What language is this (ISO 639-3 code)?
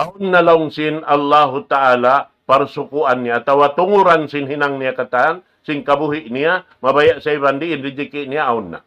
tsg